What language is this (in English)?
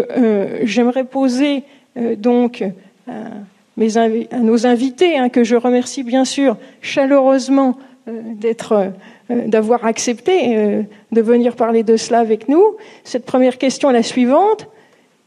French